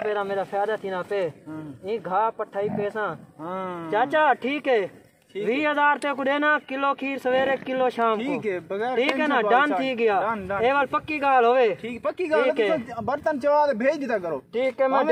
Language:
Saraiki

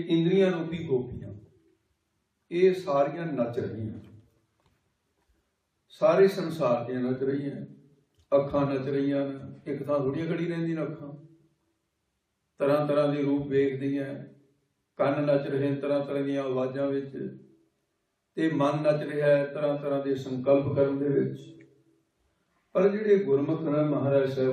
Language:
Punjabi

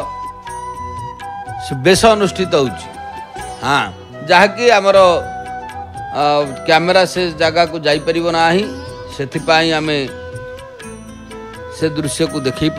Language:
Odia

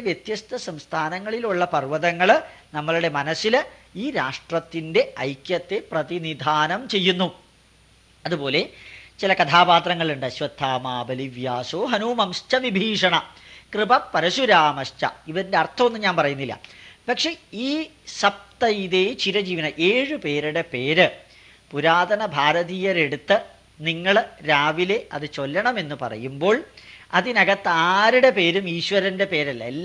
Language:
Malayalam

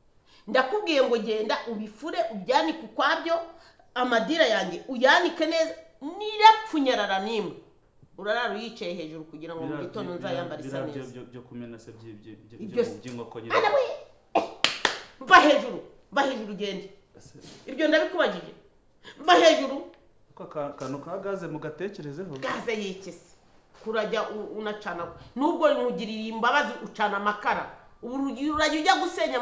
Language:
Kinyarwanda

